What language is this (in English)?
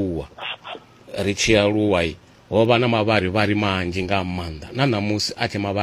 Venda